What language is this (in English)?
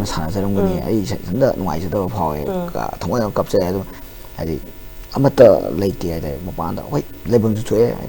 Manipuri